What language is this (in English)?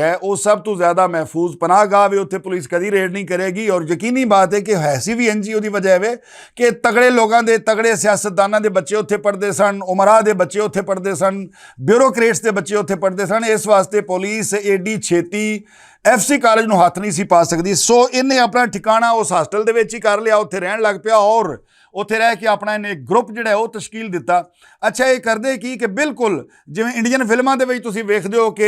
Western Panjabi